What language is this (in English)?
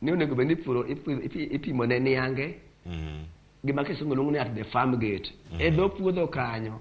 Luo (Kenya and Tanzania)